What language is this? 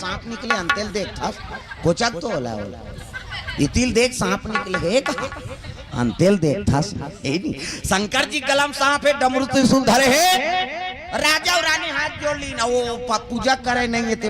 Chhattisgarhi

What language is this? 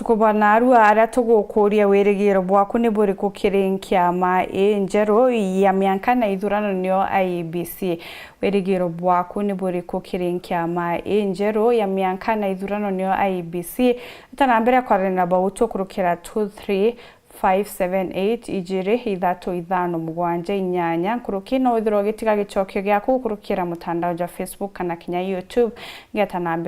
Meru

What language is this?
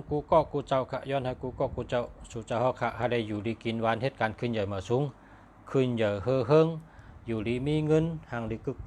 Shan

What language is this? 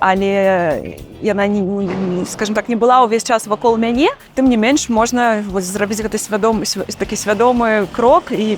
Belarusian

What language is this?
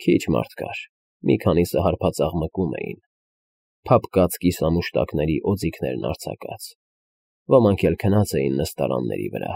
Armenian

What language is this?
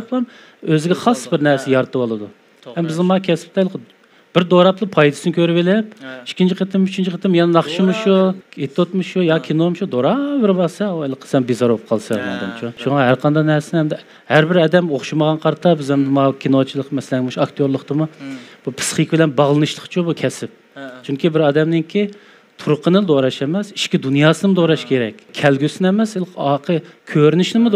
Uyghur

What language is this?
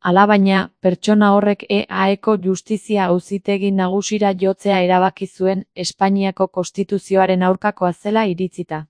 Basque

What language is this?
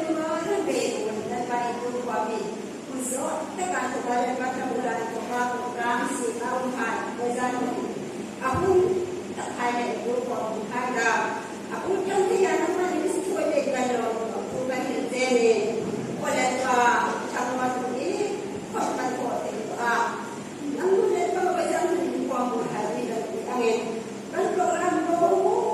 Hmar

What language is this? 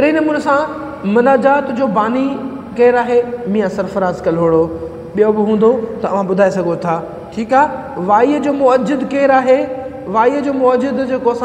Sindhi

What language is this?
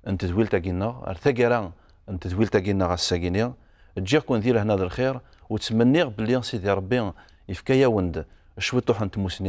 Kabyle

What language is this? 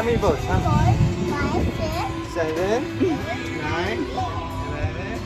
Haitian Creole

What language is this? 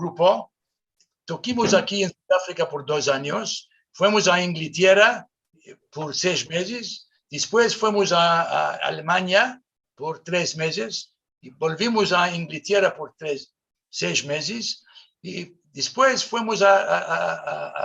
Ladino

